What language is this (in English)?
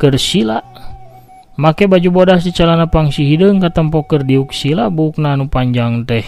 Sundanese